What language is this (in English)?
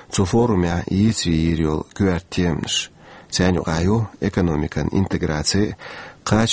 Chechen